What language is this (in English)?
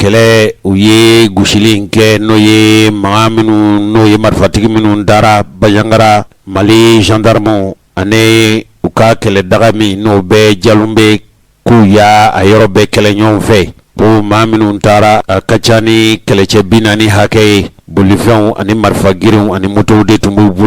Bambara